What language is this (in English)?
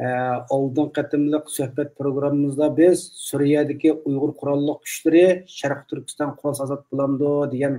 Uyghur